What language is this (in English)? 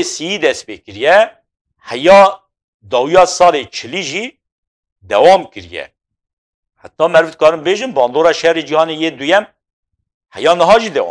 Kurdish